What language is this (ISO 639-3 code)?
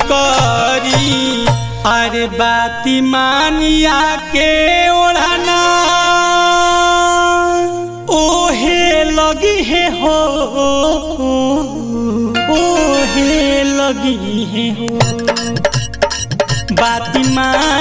bho